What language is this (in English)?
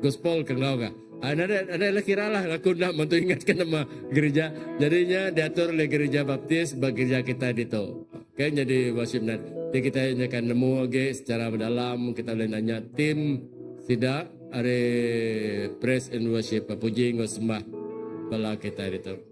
Iban